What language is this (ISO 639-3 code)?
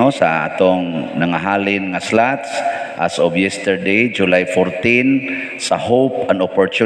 ceb